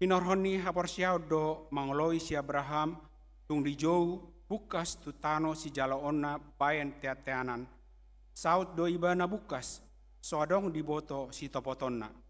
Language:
Batak Toba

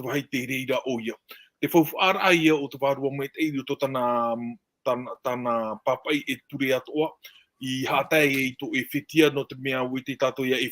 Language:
Tahitian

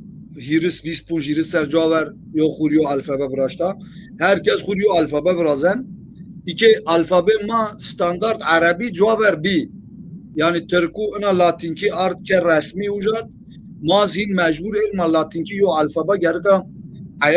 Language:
Zaza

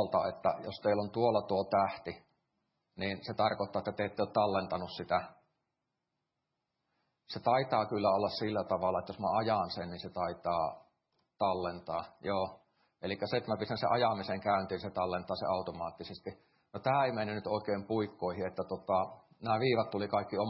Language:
Finnish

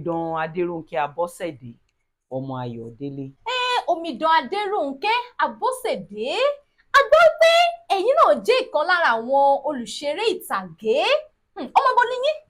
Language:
Yoruba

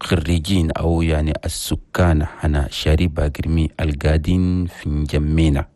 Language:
Chadian Arabic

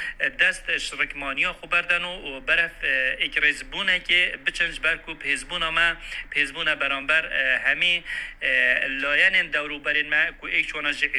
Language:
Kurdish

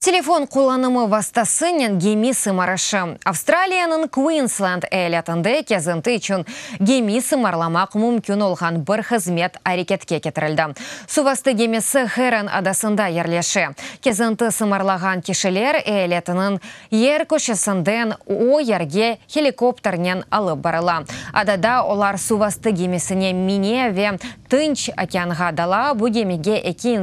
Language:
Crimean Tatar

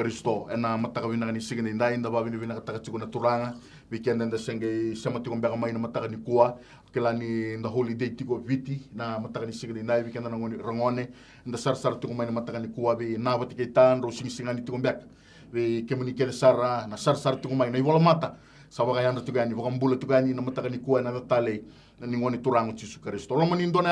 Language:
Fijian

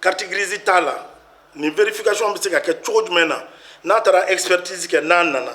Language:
Bambara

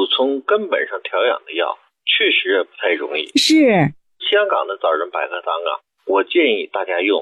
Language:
Chinese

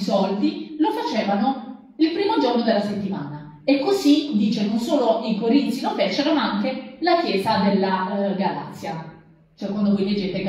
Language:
Italian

